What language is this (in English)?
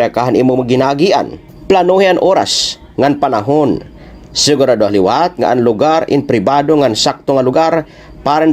Waray